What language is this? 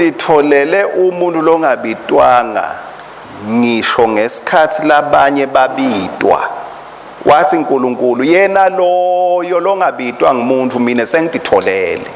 Swati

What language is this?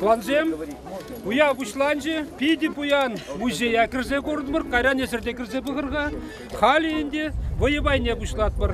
Chuvash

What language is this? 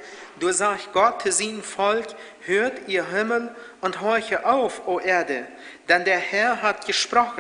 Plautdietsch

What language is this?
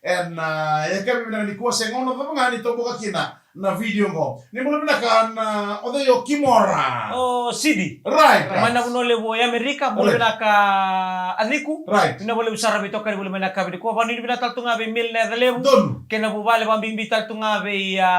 Fijian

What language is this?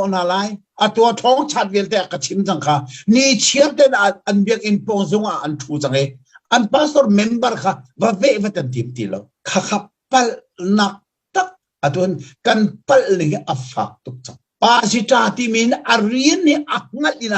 Hakha Chin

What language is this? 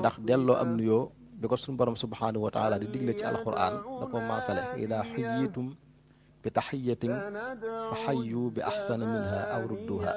Wolof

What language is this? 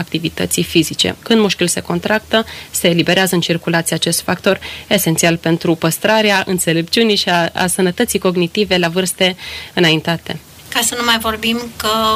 Romanian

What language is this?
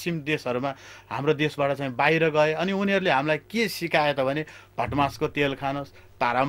Nepali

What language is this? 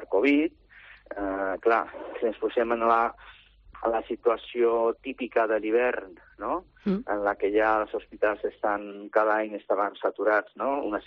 Catalan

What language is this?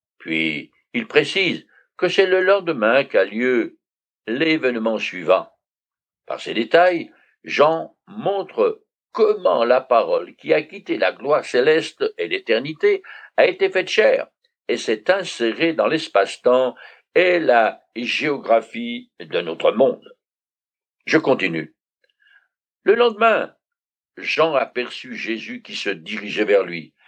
French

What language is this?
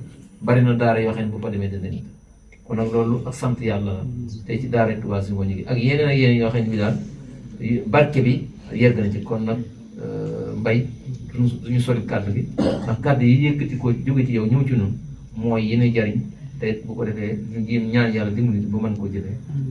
Wolof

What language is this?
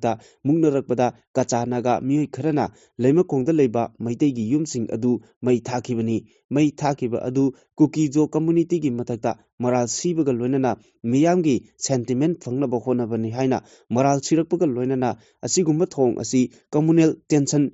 Manipuri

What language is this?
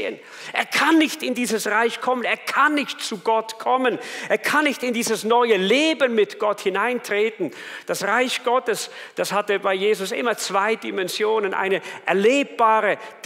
Swiss German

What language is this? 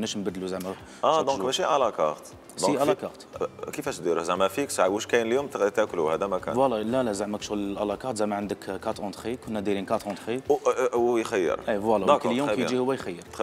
Algerian Arabic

